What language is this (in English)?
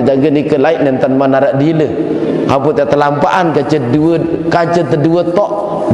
Sasak